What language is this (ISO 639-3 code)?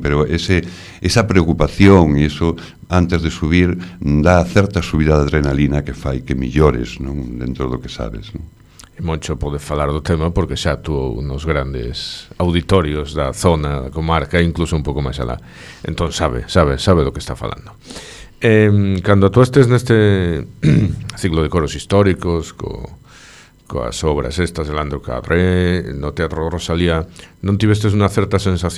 glg